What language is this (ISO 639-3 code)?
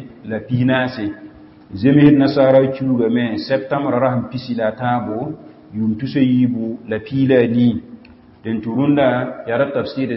mos